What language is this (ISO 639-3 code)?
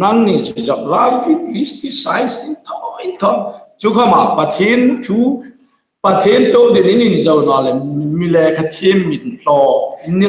hmr